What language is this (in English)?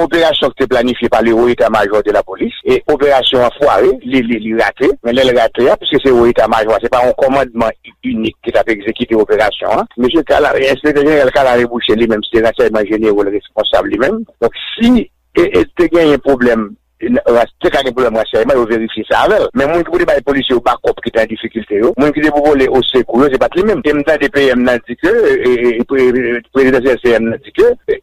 Haitian Creole